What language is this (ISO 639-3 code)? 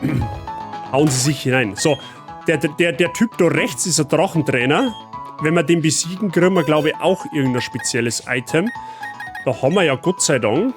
bar